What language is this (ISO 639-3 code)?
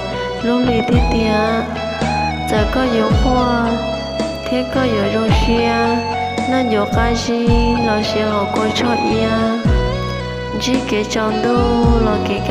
hmn